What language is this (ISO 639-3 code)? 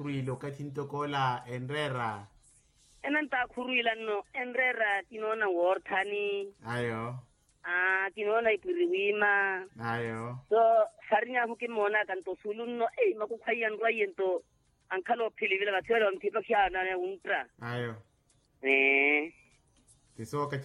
vmw